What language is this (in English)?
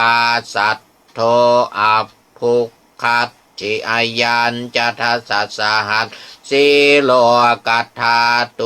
Pali